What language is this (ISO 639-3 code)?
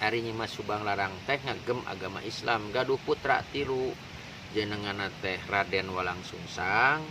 sun